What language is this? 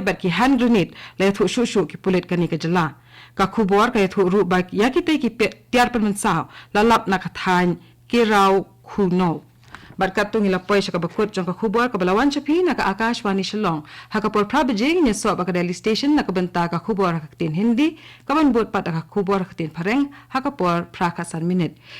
Khasi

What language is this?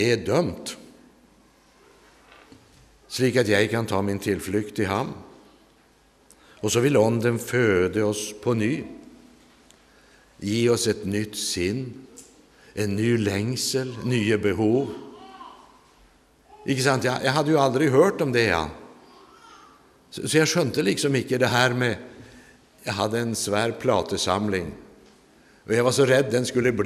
Norwegian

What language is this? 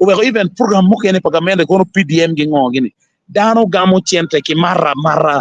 Acoli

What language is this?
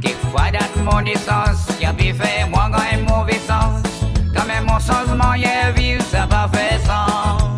Seselwa Creole French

